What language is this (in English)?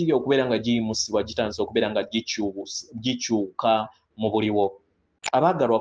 Ganda